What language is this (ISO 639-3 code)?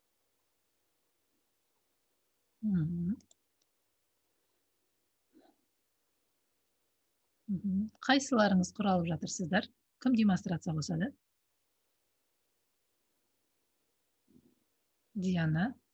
kaz